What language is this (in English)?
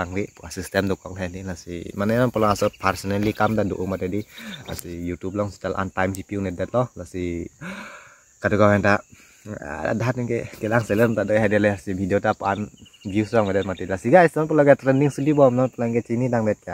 Karbi